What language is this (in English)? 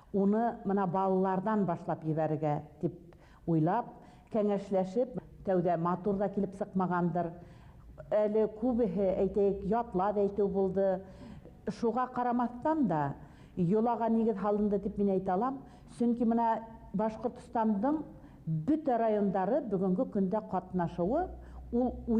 Bashkir